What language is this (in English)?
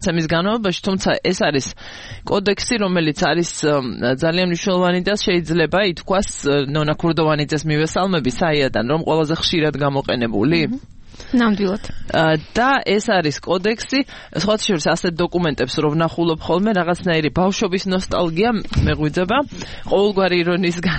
Georgian